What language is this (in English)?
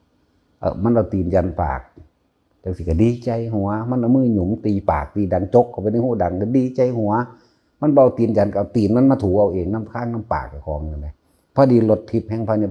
Northeastern Thai